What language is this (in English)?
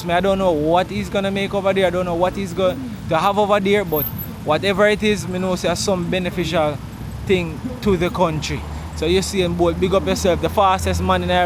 Jamaican Creole English